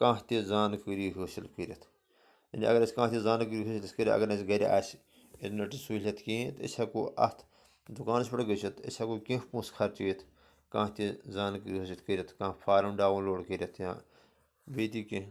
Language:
Kashmiri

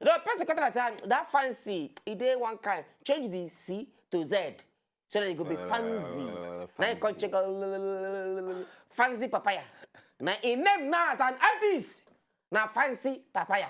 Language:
Nigerian Pidgin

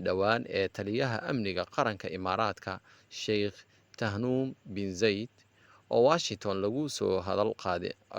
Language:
Somali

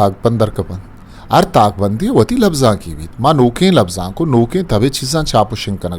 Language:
Eastern Balochi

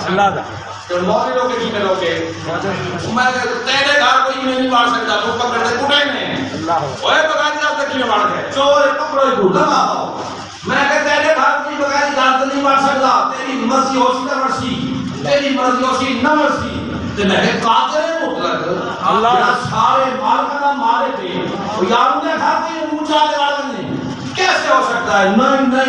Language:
Saraiki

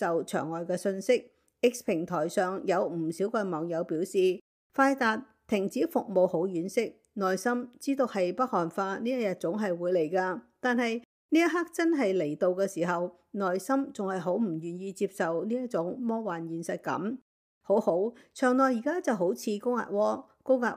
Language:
Cantonese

